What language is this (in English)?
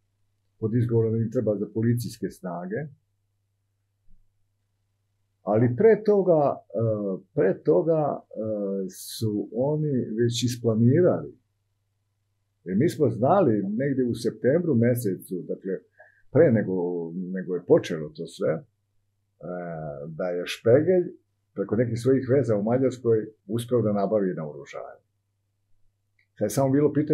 Serbian